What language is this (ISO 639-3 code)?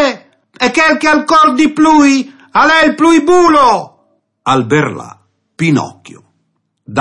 fur